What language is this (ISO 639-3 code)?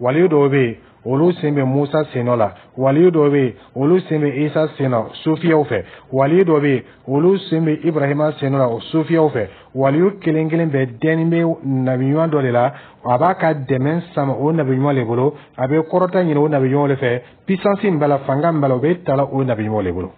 dyu